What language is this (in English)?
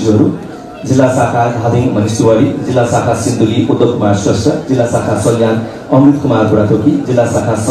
Nepali